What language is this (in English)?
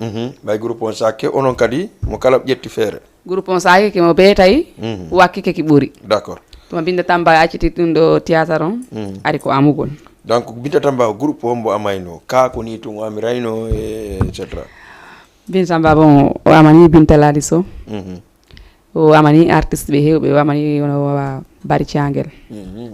Fula